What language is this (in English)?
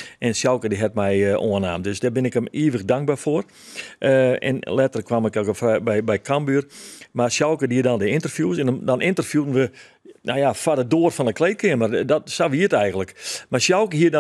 Western Frisian